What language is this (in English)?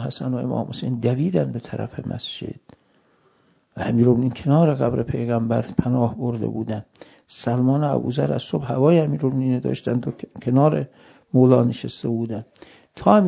Persian